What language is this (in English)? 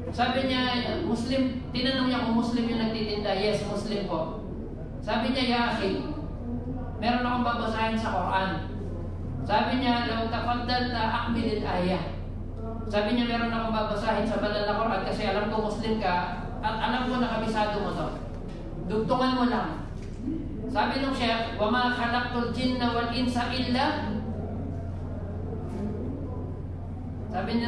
Filipino